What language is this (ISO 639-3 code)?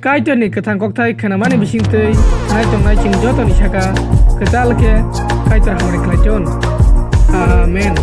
trp